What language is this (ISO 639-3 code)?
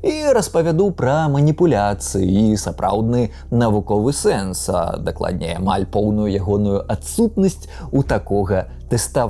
bel